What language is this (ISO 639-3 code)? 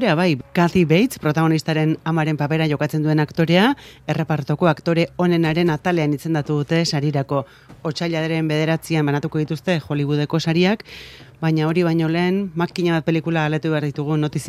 eus